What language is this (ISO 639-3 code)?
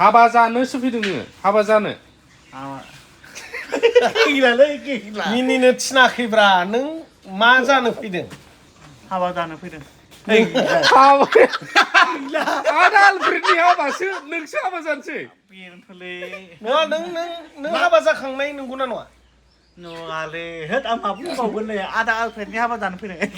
brx